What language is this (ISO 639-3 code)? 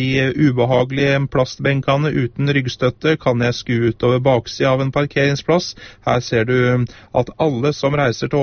nor